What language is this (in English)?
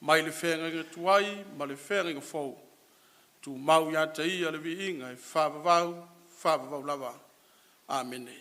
Samoan